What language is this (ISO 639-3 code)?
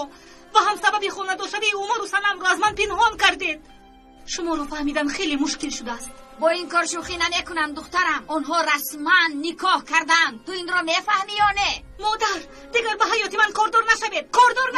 tgk